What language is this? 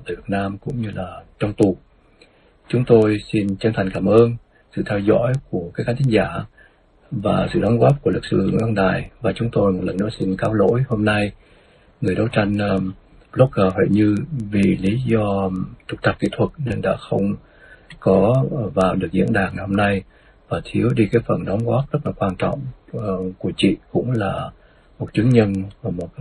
Vietnamese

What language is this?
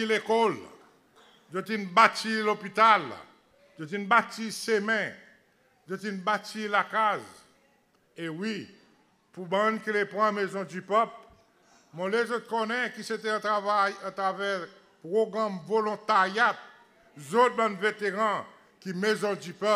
Seselwa Creole French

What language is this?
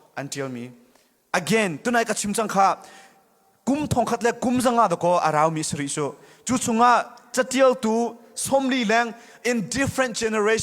Hakha Chin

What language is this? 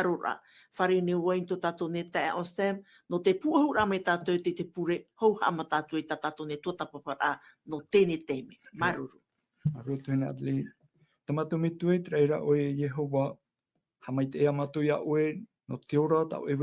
Tahitian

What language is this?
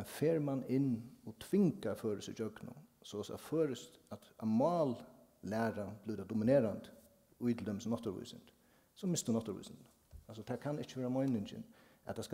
Faroese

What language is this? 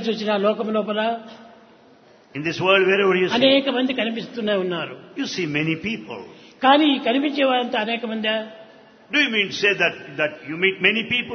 Telugu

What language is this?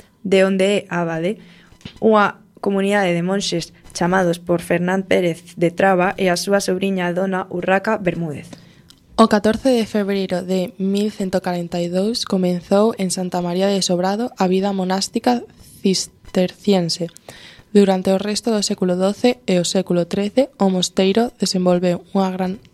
Galician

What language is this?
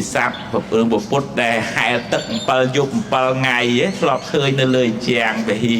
Khmer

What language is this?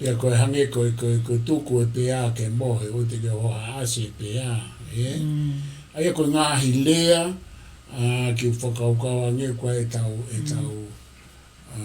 Tongan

